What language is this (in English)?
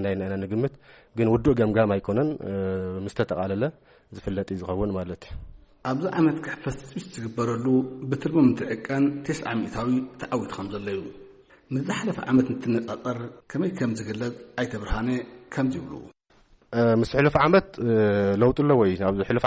Tigrinya